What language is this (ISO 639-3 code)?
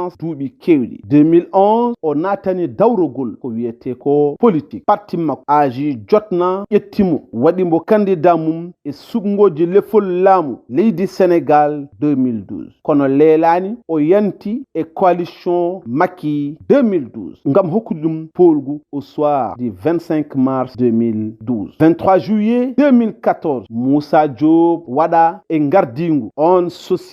ful